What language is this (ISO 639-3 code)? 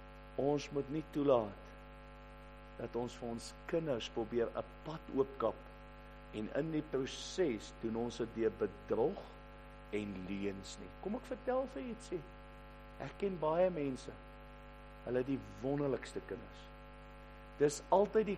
afr